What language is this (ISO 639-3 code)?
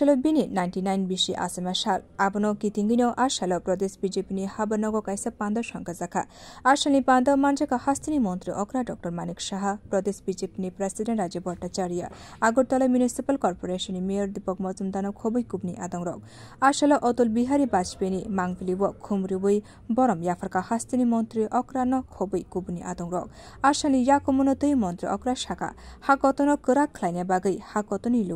trp